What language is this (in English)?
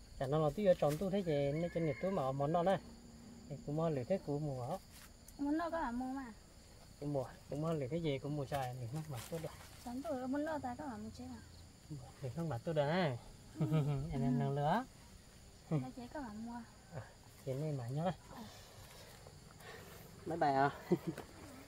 Vietnamese